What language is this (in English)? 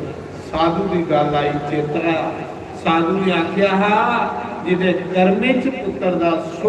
Dogri